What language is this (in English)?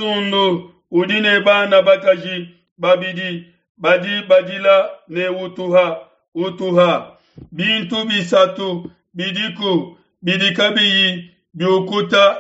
Luba-Lulua